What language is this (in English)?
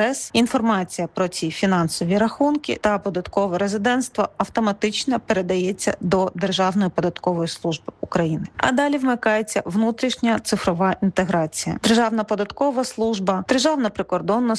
Ukrainian